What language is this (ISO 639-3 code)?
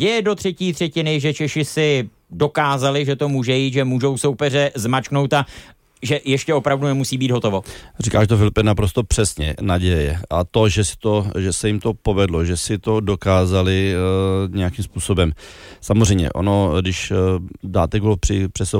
ces